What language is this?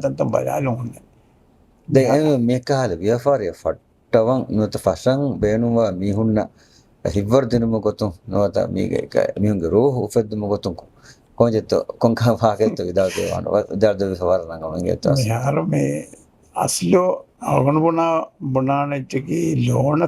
Divehi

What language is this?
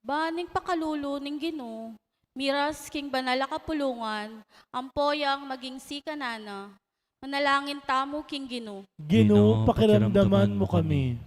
Pampanga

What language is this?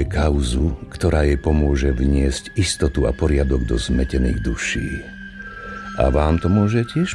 Slovak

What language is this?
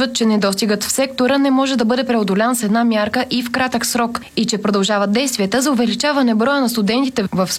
Bulgarian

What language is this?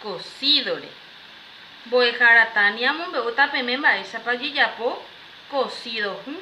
Guarani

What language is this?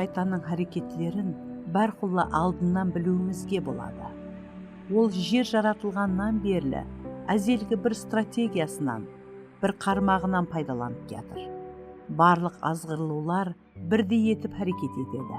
Kara-Kalpak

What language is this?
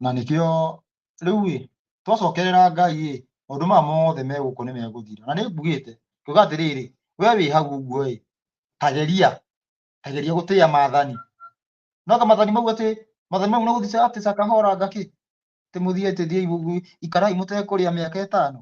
Kikuyu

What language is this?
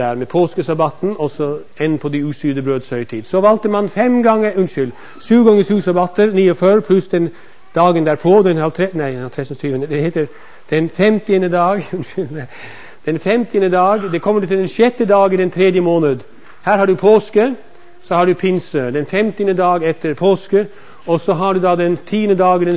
Norwegian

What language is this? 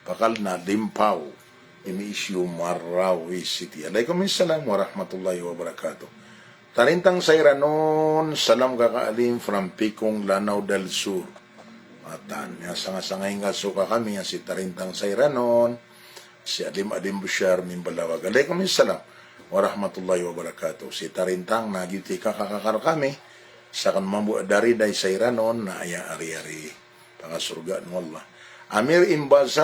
Maranao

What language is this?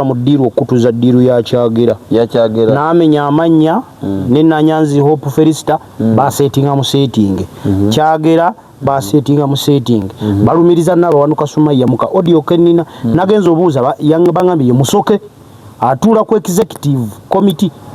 Ganda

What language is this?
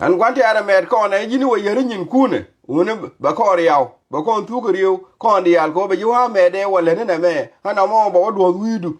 Nuer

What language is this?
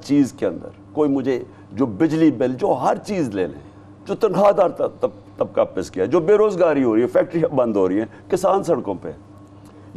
Urdu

